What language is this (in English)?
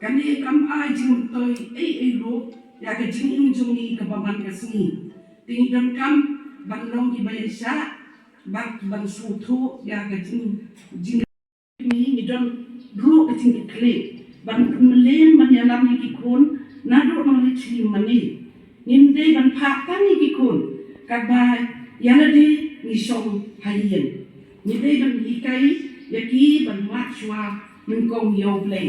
Khasi